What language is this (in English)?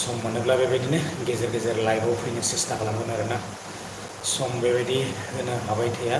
Bodo